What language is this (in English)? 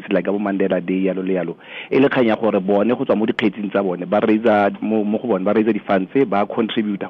Tswana